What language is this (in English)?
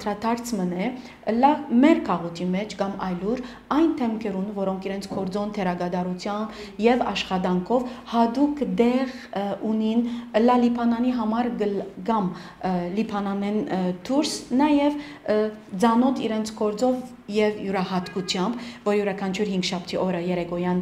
Western Armenian